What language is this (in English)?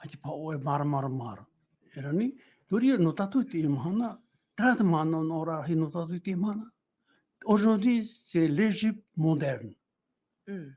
Tahitian